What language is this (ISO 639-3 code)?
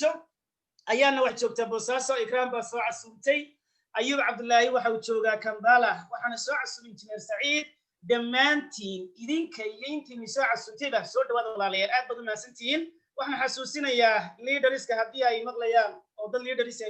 som